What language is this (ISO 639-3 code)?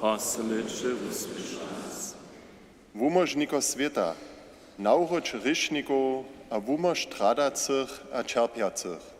hsb